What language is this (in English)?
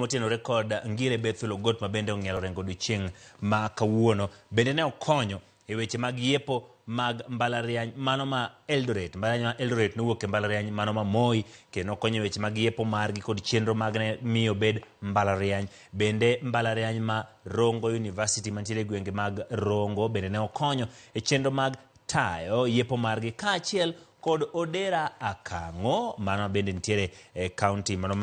Luo (Kenya and Tanzania)